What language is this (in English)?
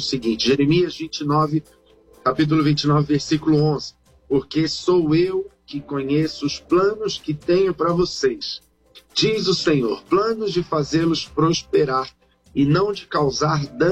Portuguese